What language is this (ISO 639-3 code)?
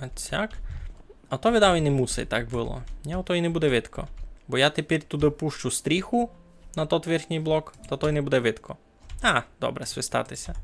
rue